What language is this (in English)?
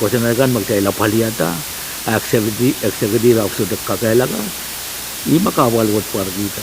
Pohnpeian